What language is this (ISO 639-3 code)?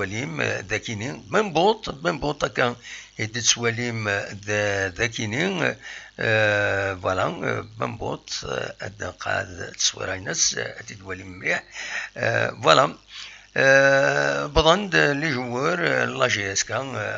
kab